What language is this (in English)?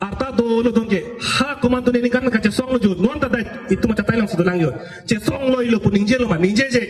Karbi